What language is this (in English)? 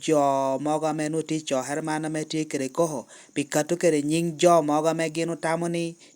Lango (Uganda)